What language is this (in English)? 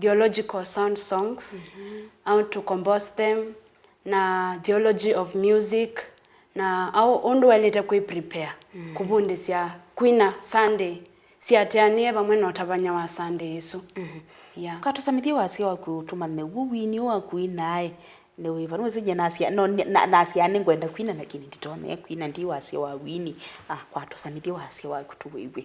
Kamba